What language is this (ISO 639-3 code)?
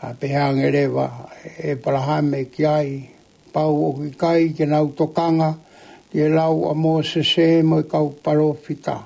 ton